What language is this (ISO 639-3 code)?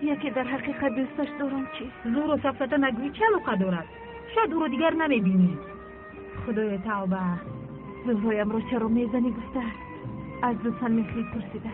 tgk